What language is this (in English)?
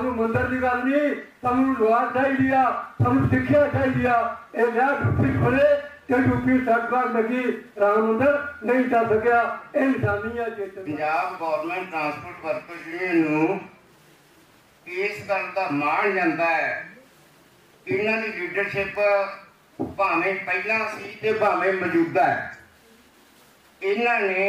Punjabi